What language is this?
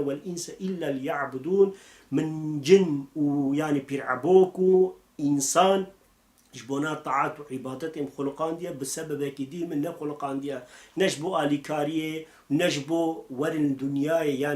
Kurdish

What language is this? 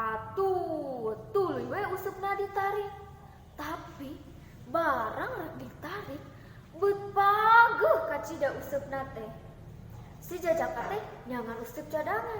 Sundanese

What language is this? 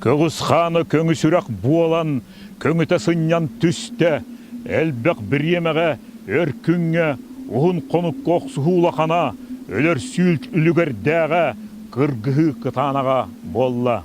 Yakut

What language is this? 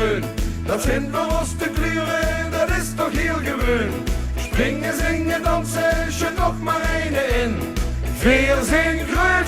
Limburgish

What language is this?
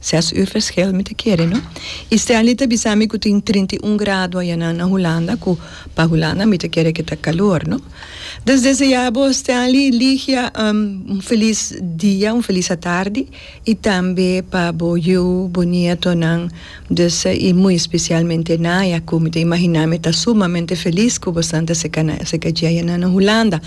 Papiamento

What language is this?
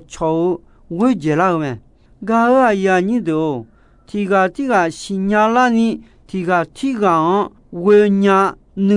Akha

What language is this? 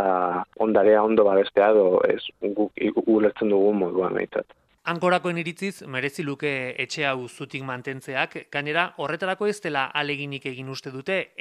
Basque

